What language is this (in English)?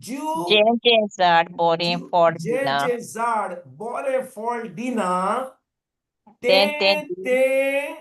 Konkani